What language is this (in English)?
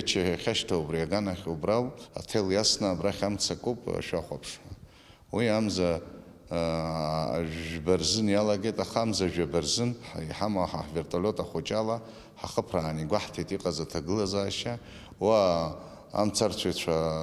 Abkhazian